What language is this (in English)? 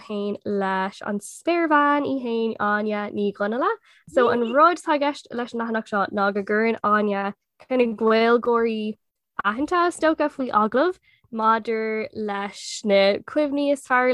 Irish